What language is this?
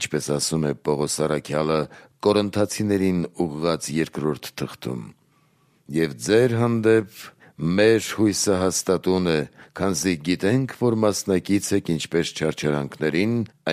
Armenian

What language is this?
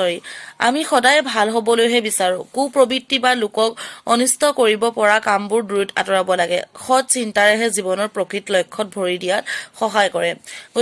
Assamese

